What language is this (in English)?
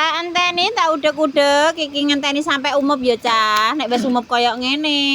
Javanese